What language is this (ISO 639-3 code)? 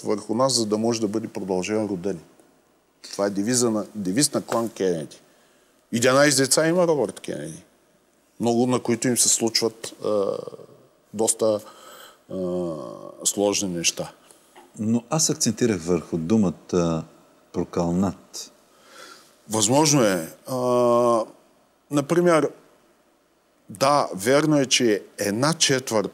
bul